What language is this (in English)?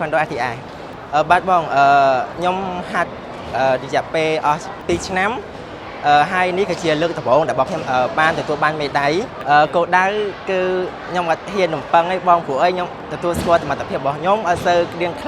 Khmer